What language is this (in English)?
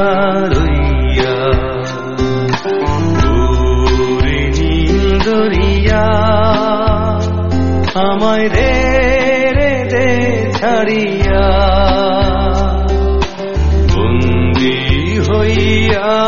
Bangla